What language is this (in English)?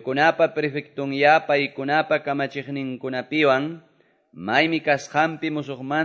Quechua